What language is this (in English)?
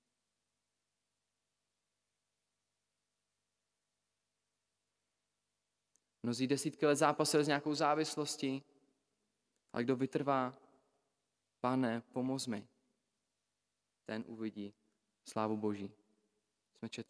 Czech